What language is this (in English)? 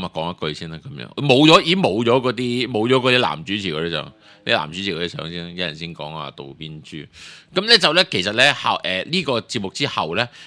Cantonese